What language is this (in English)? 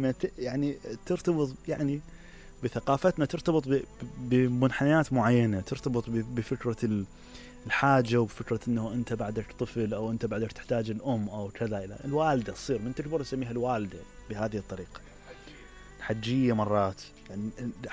Mesopotamian Arabic